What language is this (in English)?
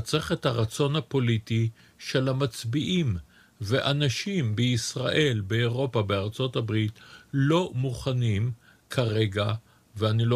Hebrew